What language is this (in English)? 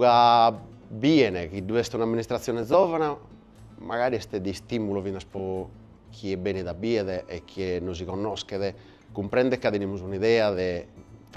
Sardinian